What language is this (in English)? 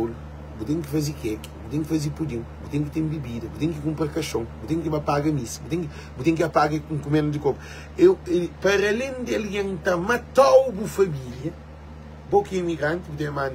Kabuverdianu